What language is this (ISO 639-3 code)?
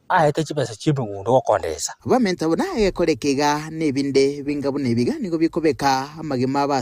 guz